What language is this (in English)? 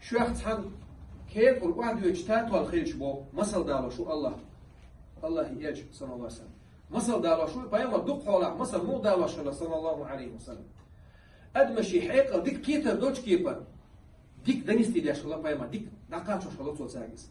Chechen